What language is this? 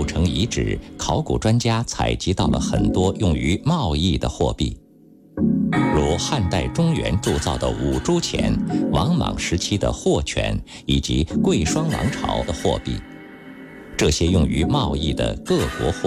Chinese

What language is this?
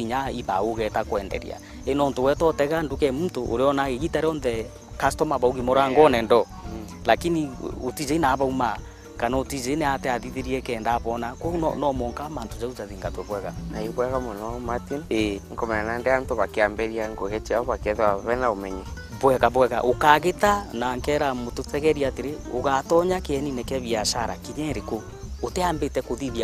Meru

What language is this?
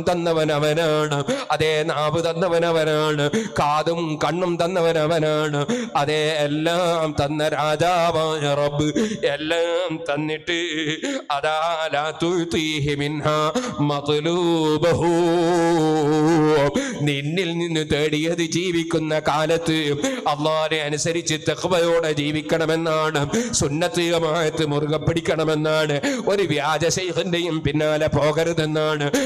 Malayalam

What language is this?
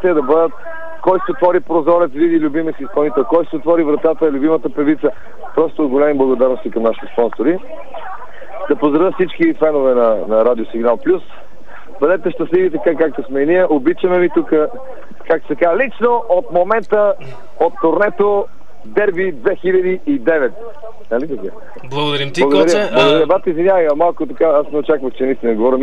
Bulgarian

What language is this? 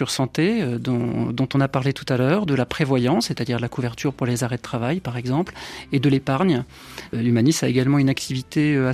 French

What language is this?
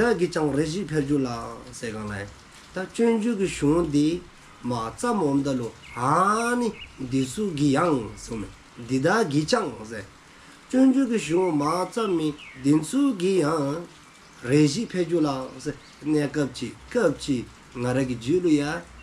Dzongkha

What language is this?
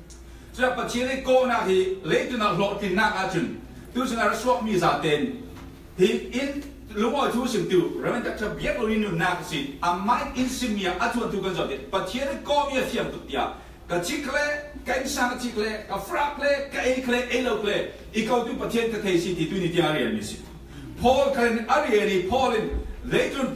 Falam Chin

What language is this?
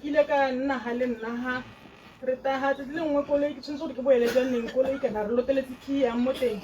Tswana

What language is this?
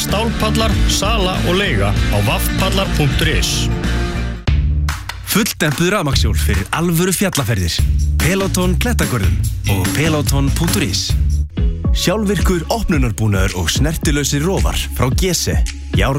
Icelandic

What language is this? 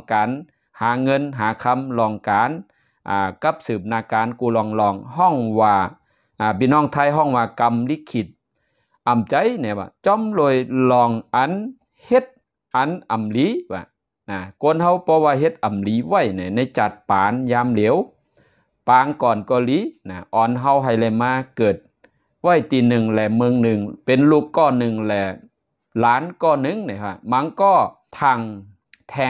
Shan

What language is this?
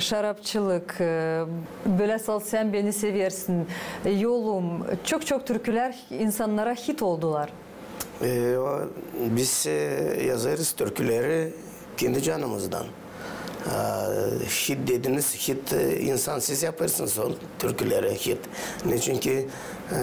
Gagauz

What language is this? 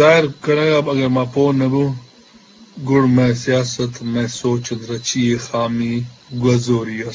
Eastern Balochi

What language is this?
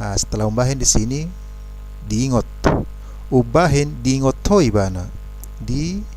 Batak Toba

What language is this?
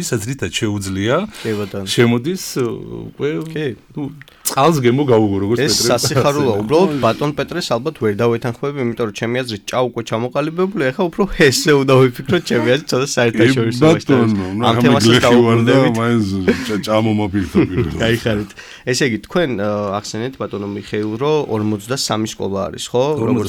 Georgian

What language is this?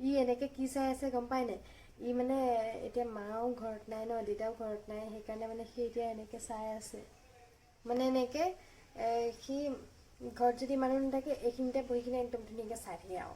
Assamese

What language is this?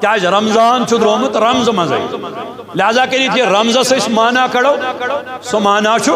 Kashmiri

